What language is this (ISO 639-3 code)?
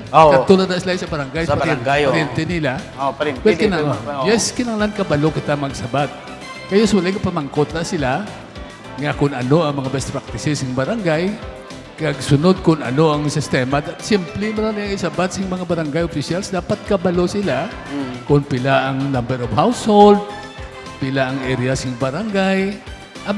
hil